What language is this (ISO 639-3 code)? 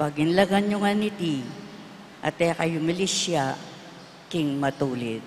pam